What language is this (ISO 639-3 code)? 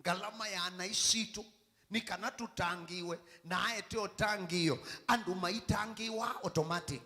kam